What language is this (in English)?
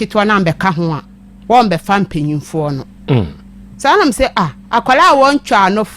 Akan